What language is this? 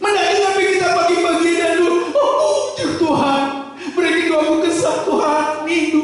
Batak Karo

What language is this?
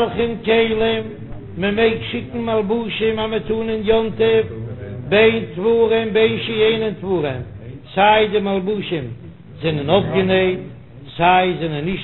Yiddish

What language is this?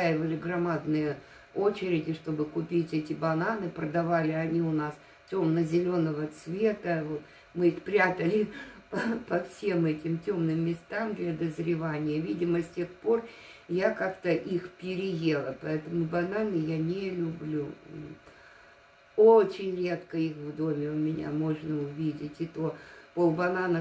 Russian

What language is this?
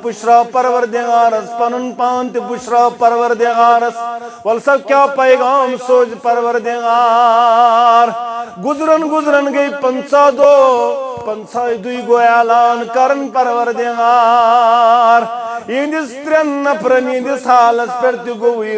Kashmiri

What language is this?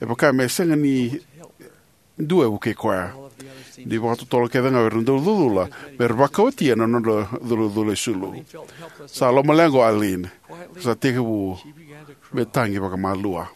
Fijian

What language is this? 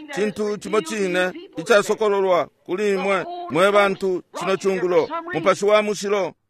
Bemba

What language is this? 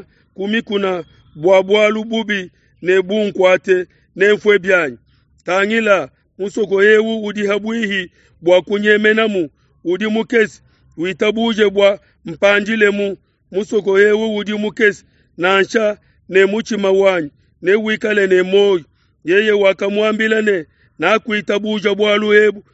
Luba-Lulua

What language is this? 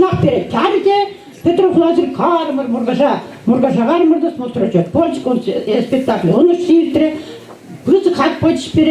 Chuvash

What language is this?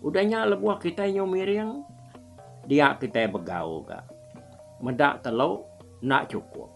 Iban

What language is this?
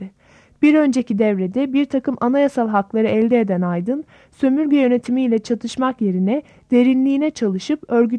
Turkish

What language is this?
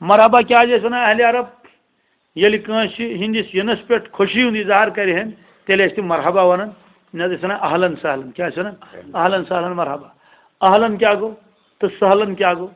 Kashmiri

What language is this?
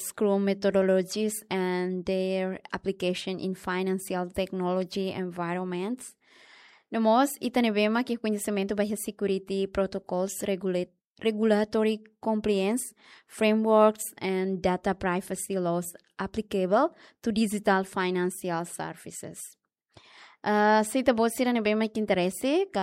Tetum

